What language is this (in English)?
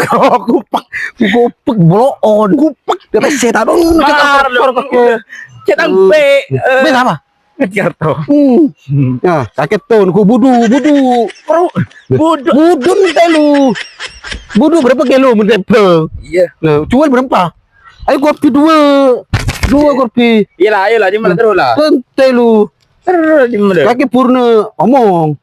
Madurese